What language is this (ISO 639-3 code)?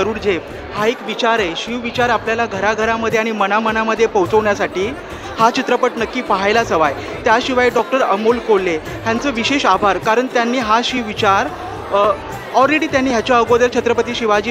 mar